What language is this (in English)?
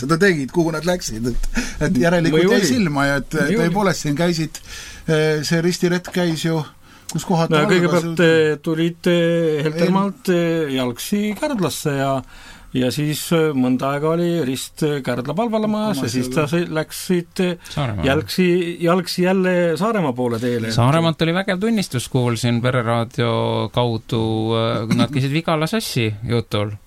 Estonian